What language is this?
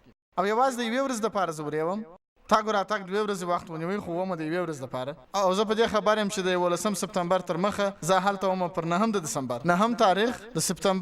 Pashto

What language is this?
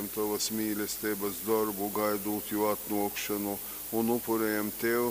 Latgalian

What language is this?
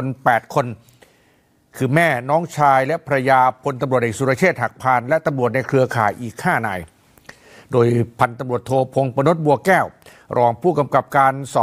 Thai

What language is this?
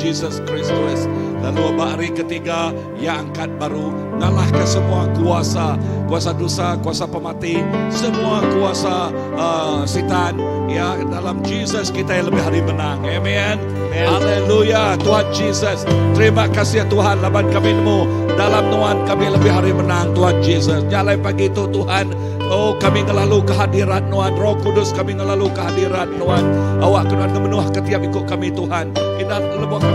Iban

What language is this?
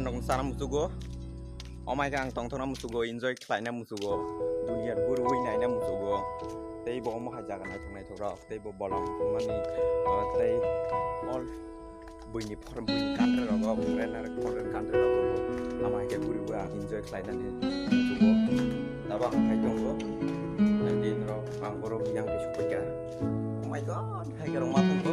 Kok Borok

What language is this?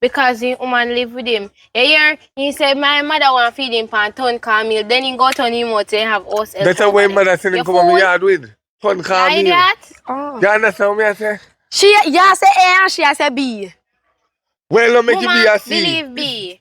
Jamaican Creole English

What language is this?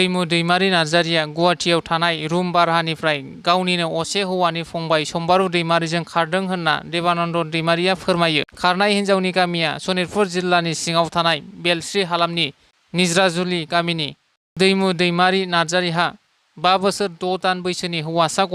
Bodo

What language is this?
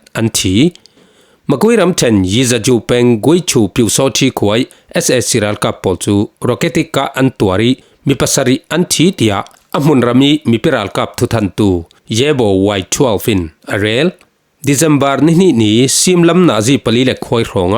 Falam Chin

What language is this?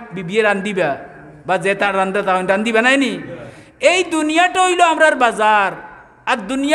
Sylheti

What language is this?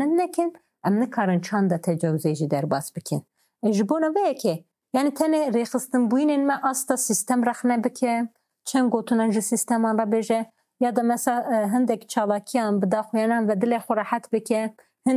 Kurdish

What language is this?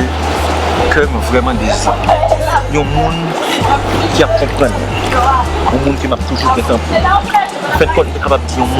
Haitian Creole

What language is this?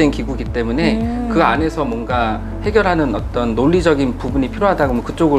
Korean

